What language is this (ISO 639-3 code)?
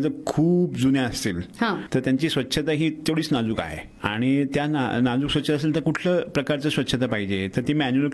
mar